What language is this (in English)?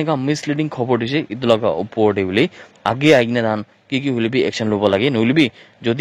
Naga Pidgin